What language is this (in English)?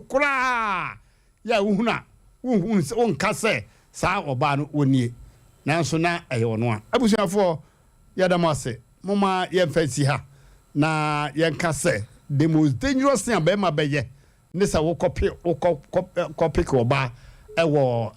Akan